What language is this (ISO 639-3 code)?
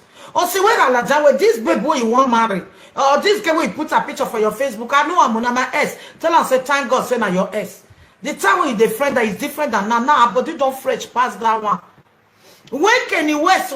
pcm